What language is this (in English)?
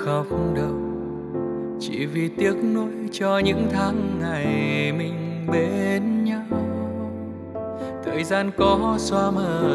Vietnamese